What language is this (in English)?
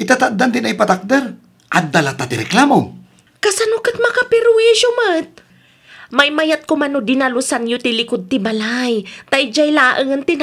Iloko